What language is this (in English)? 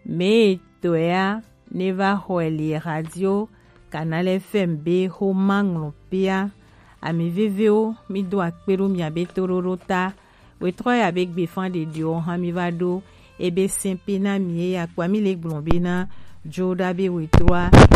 Gen